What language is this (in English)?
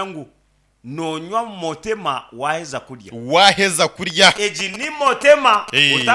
Nyankole